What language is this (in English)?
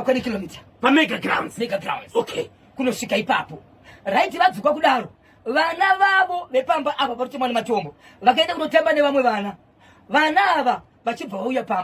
Shona